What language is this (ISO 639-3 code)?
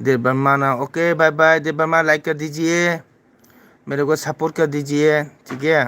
mni